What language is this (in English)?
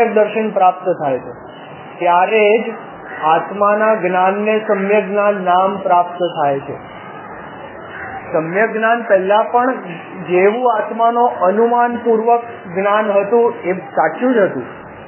Gujarati